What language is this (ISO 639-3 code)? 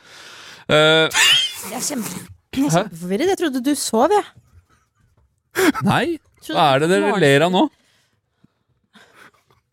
nor